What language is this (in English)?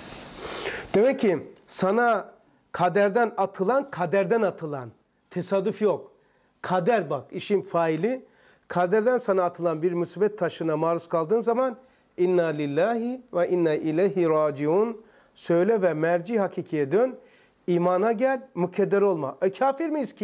Turkish